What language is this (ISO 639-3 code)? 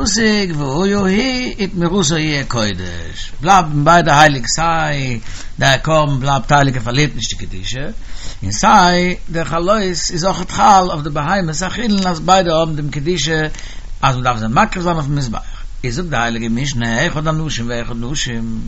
yid